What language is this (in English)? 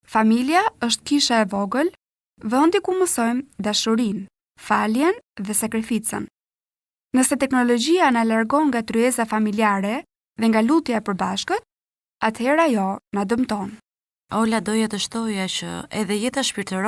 Albanian